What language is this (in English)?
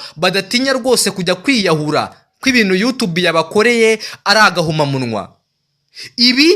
Kinyarwanda